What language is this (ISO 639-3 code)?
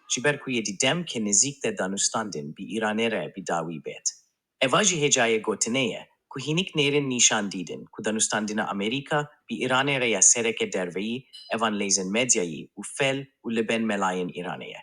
kur